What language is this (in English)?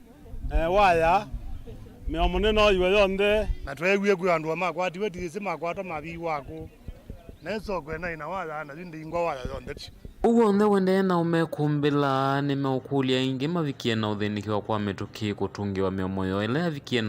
Kamba